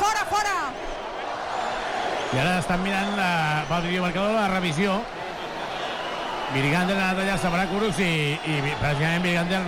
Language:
Catalan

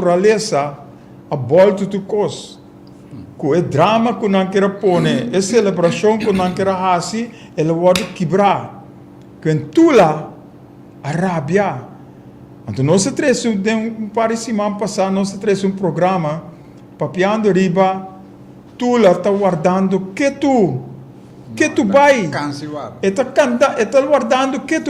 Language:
Papiamento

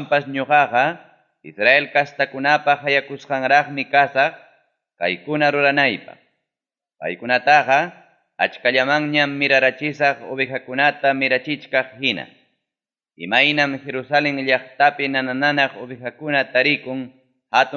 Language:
Ayacucho Quechua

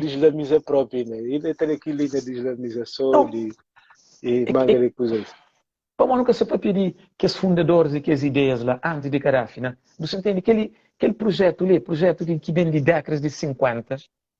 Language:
Kabuverdianu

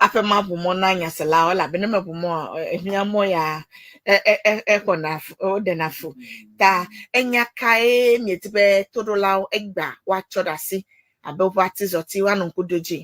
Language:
Ewe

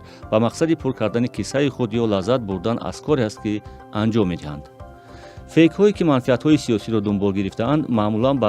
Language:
Tajik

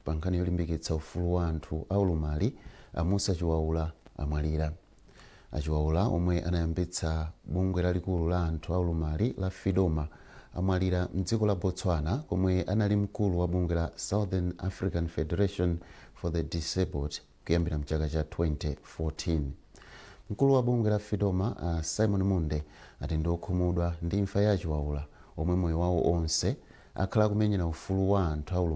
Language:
Nyanja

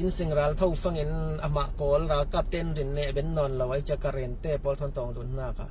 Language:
Falam Chin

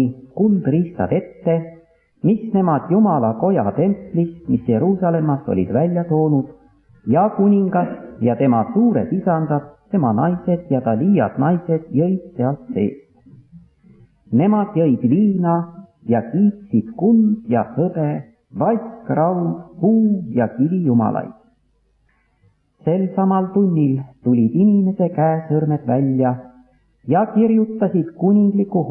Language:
Estonian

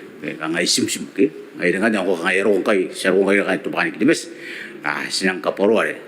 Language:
Gilbertese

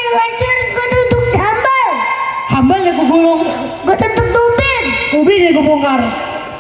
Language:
Betawi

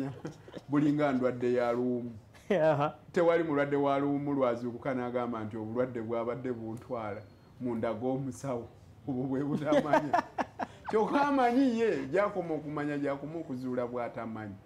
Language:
Ganda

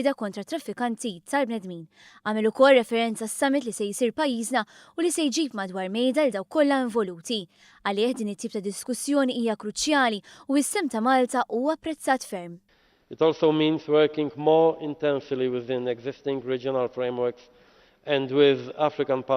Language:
Maltese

